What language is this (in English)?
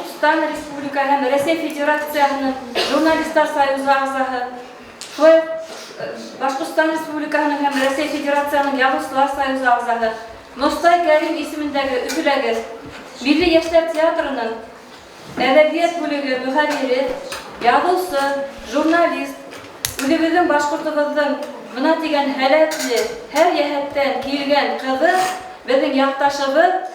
Bashkir